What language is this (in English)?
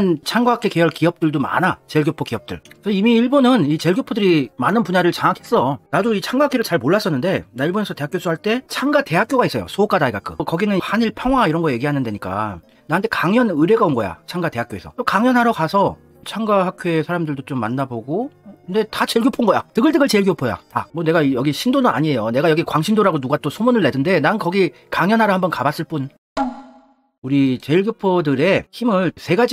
Korean